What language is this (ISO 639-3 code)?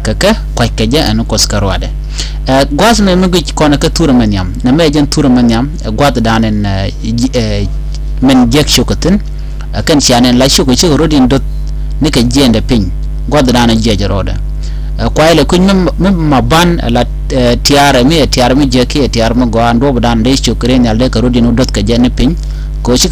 nus